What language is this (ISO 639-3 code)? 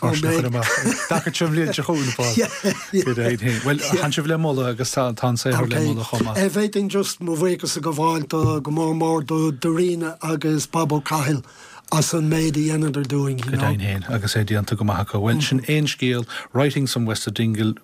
gle